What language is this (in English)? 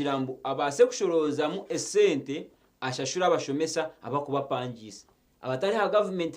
Nyankole